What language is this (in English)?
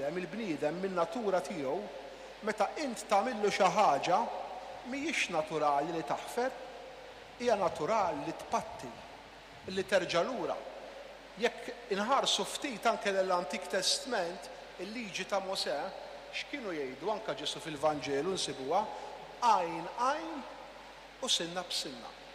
Maltese